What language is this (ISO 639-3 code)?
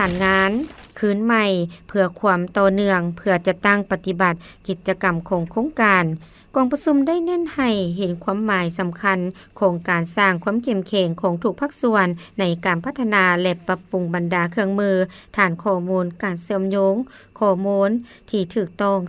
lao